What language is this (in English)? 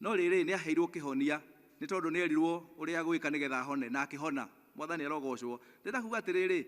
Kikuyu